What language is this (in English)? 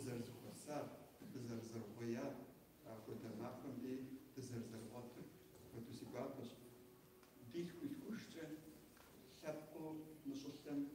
Kabardian